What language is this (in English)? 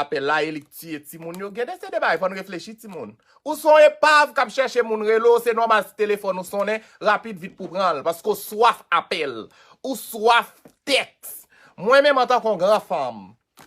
Haitian Creole